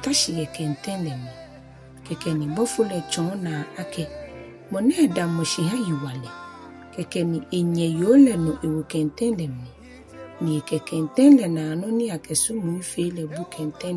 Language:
Ga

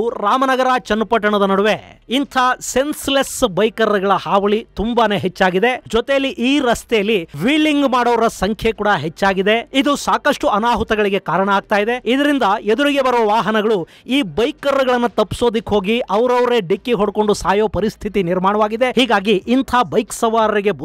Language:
Kannada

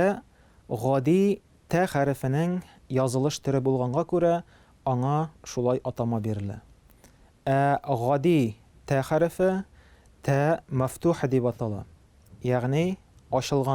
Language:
Tatar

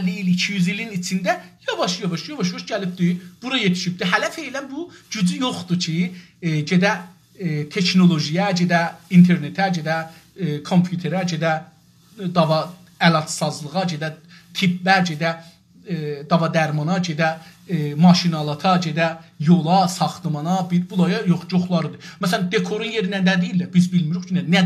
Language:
South Azerbaijani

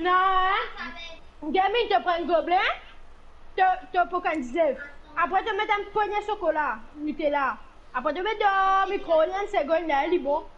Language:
Morisyen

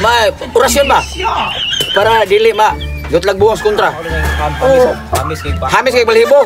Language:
Cebuano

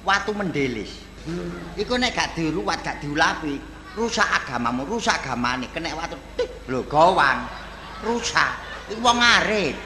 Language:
Javanese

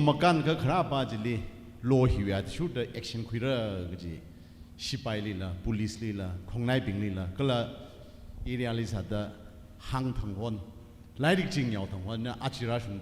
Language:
Tangkhul Naga (India)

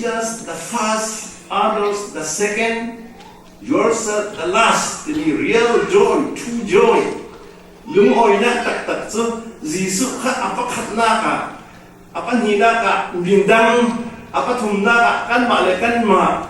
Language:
Falam Chin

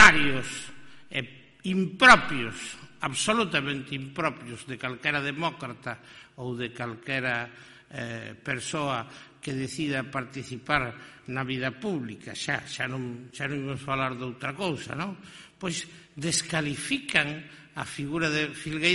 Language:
Galician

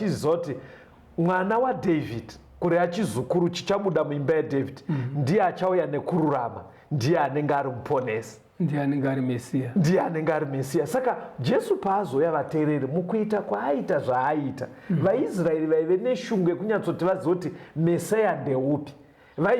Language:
Shona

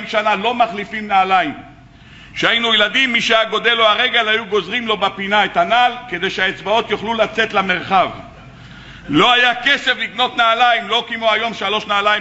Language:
Hebrew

